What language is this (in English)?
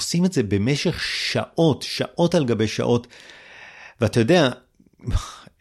Hebrew